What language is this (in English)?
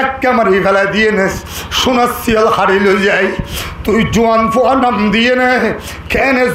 Rohingya